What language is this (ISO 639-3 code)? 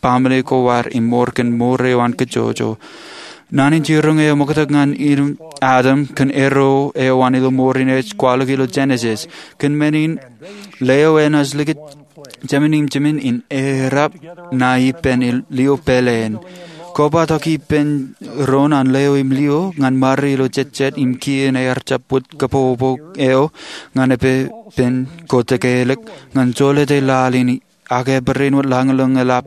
mah